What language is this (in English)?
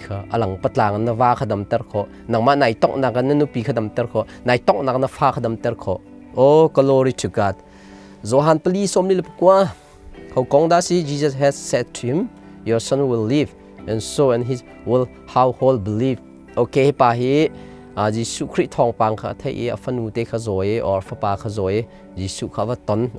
Hakha Chin